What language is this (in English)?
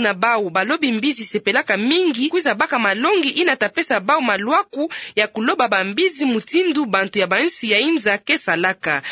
Kituba (Democratic Republic of Congo)